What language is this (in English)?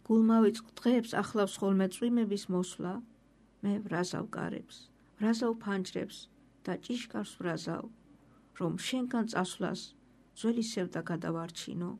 Georgian